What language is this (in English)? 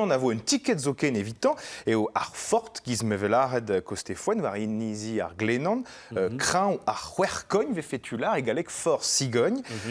Breton